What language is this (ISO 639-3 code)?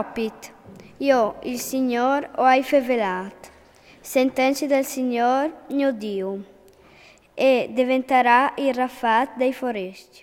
fur